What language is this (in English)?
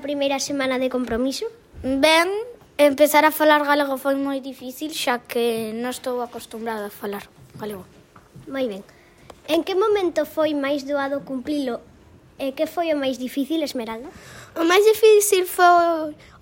Galician